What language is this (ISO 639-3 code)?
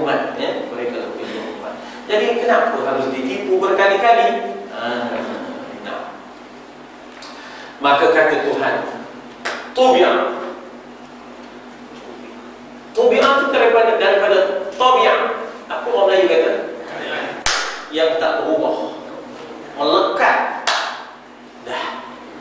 msa